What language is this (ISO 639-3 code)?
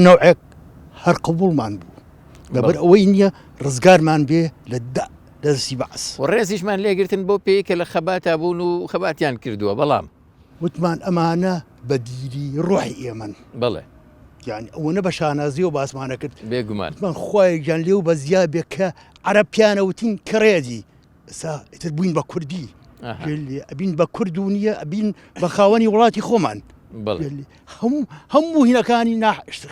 ckb